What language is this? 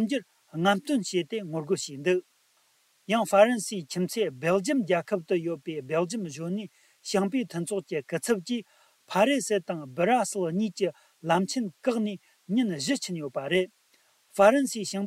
Tibetan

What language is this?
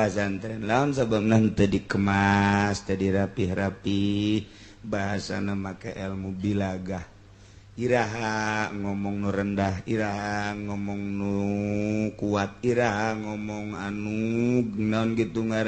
Sundanese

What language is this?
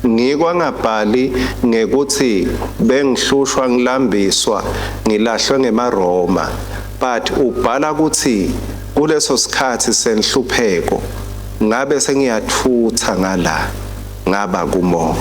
Swati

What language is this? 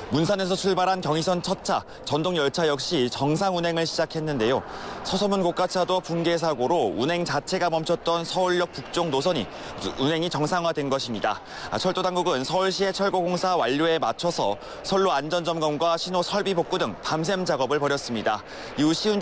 Korean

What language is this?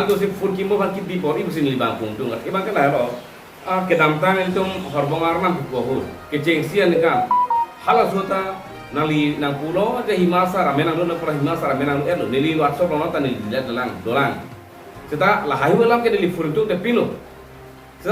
Karbi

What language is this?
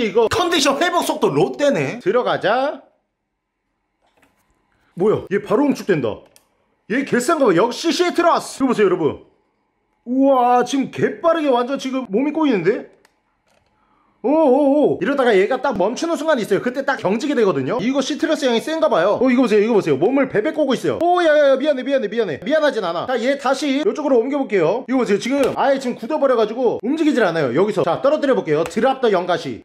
Korean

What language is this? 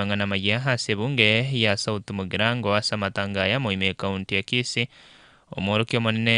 Gusii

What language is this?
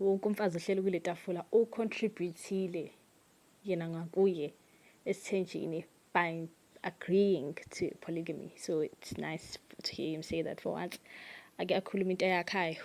Zulu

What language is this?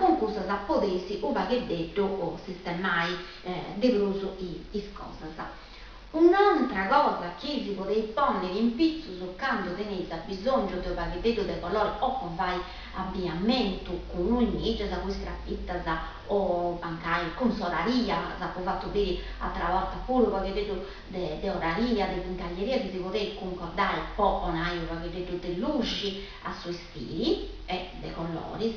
Sardinian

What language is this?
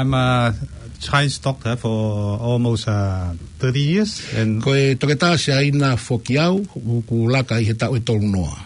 Tongan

